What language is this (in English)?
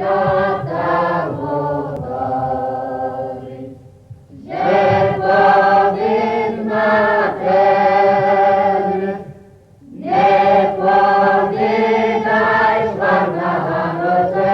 Rusyn